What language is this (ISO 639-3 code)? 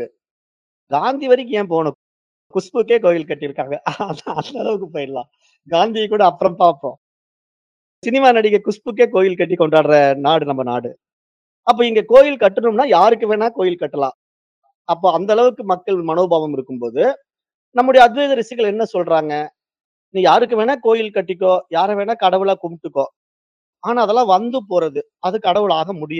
tam